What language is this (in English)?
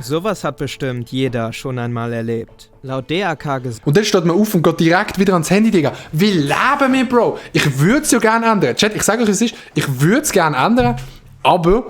Swiss German